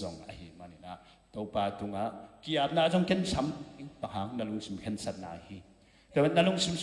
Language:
Tedim Chin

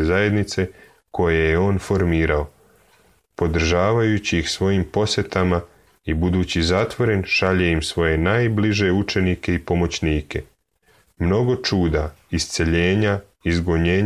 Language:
Serbian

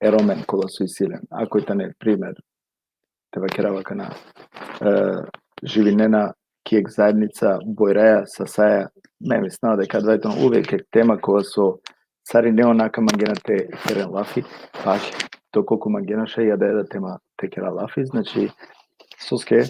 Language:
Balkan Romani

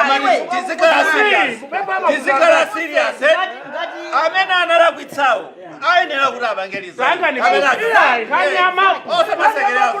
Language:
Nyanja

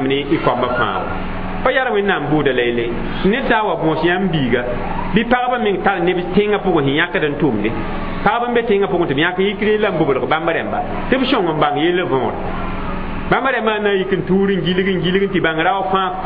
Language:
Mossi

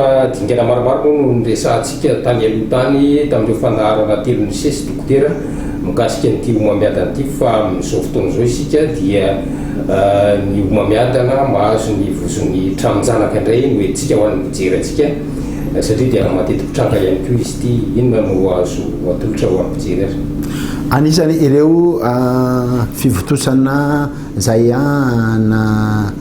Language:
Malagasy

